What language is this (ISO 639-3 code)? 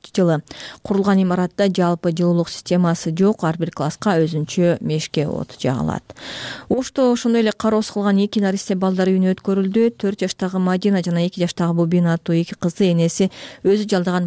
kir